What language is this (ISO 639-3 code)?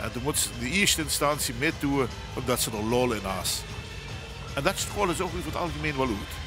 lim